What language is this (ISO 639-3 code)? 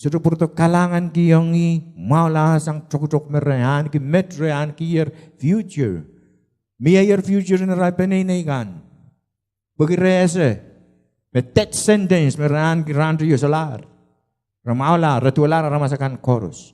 pon